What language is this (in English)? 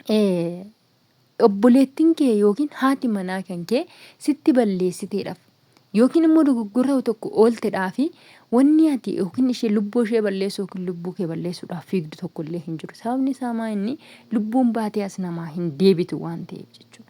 Oromo